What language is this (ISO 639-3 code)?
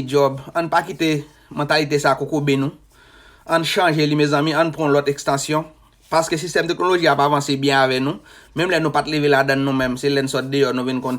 hat